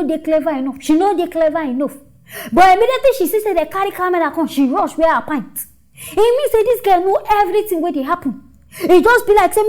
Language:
Nigerian Pidgin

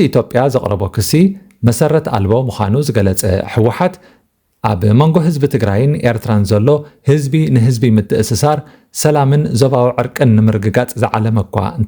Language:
Tigrinya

